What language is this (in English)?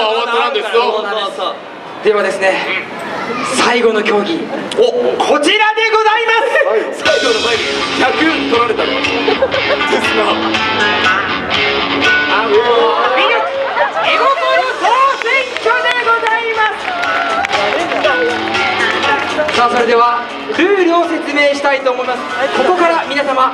Japanese